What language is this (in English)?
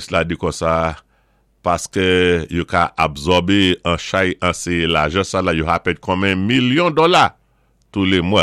Saint Lucian Creole French